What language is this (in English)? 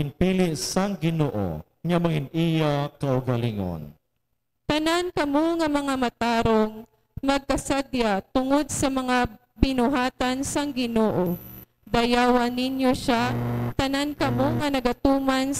Hiligaynon